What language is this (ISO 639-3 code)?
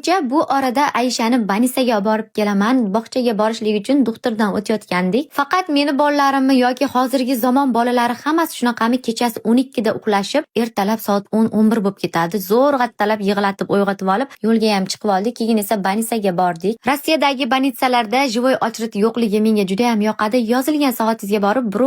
uzb